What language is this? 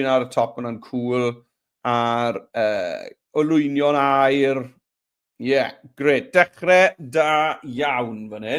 Welsh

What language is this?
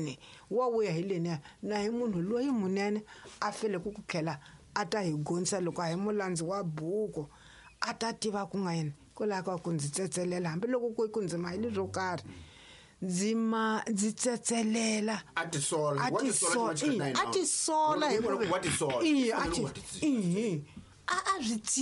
Tsonga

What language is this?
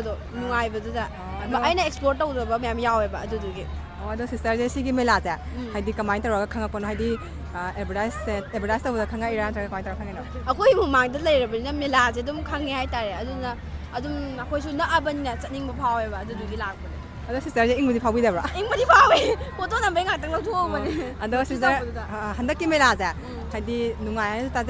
Manipuri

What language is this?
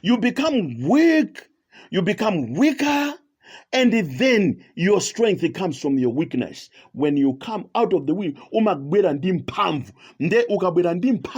Nyanja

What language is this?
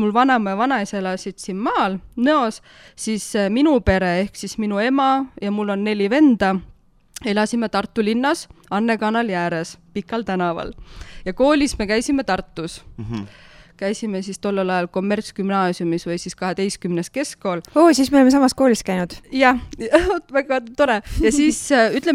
Estonian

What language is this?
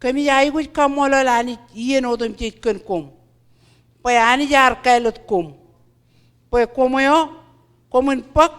Marshallese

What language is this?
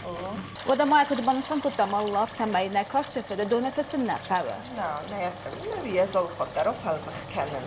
Ossetic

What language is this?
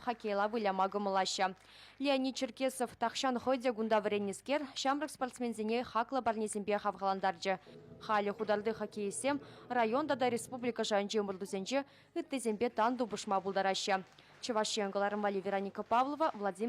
Chuvash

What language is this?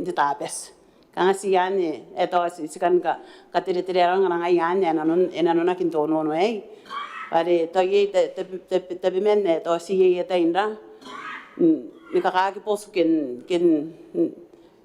Gilbertese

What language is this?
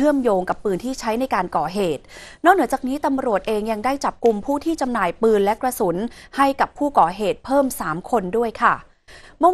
Thai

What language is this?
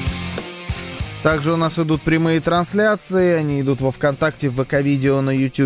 Russian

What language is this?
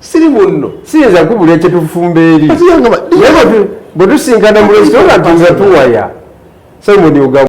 Ganda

